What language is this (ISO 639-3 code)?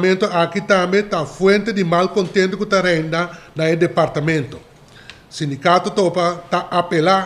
pap